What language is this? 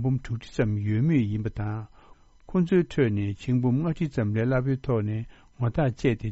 Tibetan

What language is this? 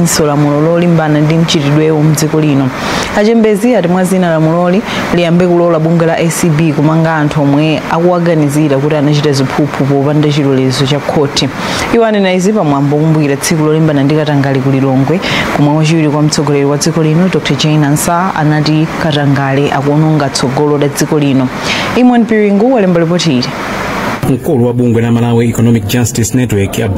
Nyanja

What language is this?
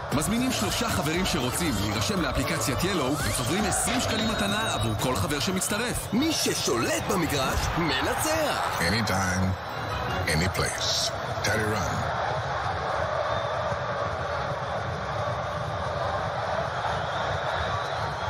Hebrew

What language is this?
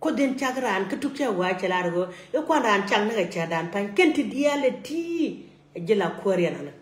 Nuer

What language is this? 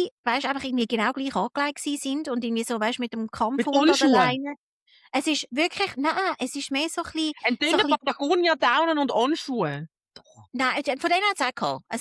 Swiss German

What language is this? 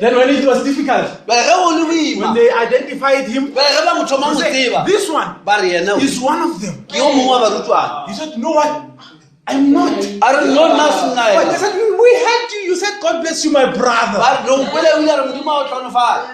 Northern Sotho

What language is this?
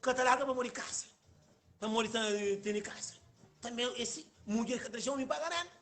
Kabuverdianu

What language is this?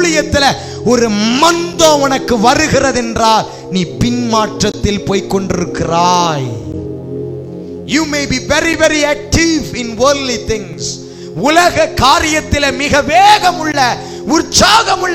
Tamil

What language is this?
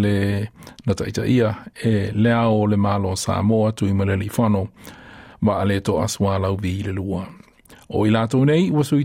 Samoan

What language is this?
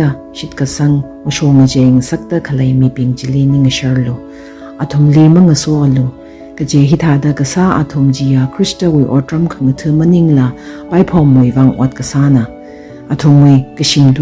Tangkhul Naga (India)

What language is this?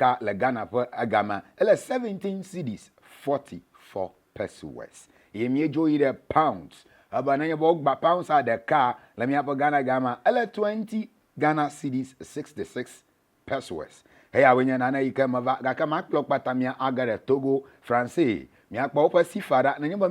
Ewe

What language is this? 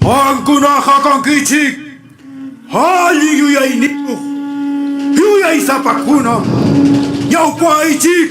Ayacucho Quechua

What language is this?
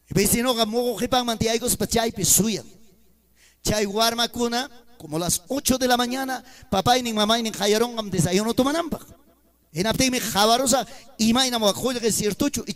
Ayacucho Quechua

